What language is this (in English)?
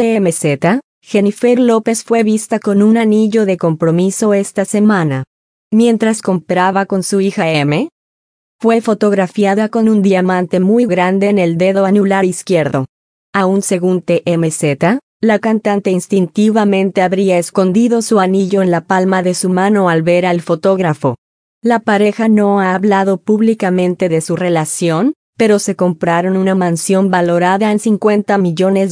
Spanish